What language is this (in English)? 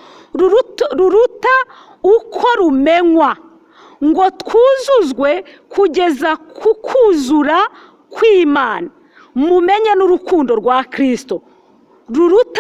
Kinyarwanda